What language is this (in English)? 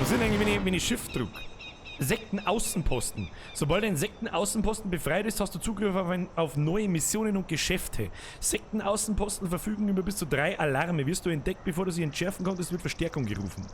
Bavarian